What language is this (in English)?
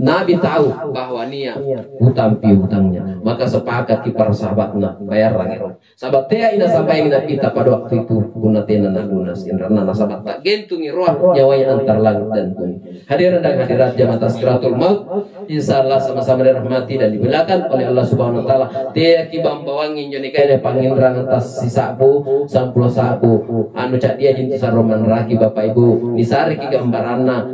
Makasar